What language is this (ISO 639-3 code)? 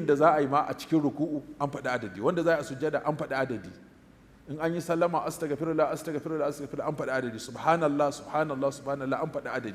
hau